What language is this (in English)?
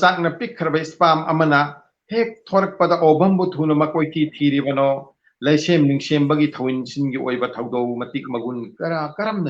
Manipuri